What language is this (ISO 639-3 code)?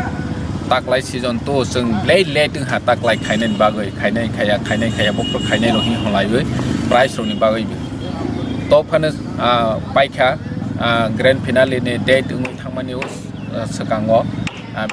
trp